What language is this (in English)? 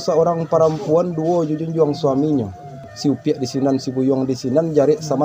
Minangkabau